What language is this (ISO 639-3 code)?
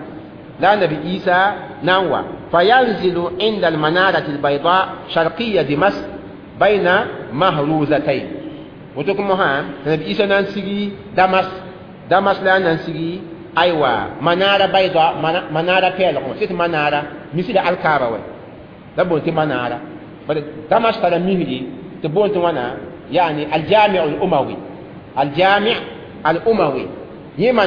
mos